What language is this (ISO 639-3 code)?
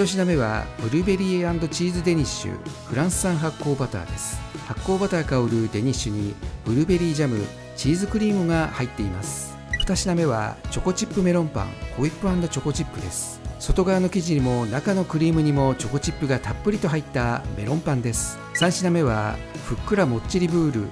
jpn